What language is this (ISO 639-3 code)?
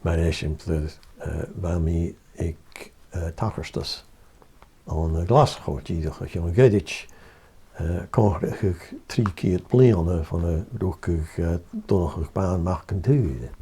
gla